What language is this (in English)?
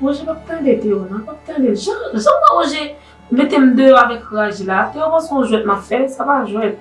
Haitian Creole